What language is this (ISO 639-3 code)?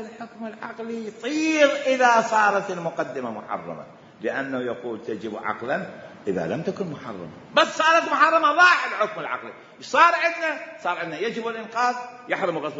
acm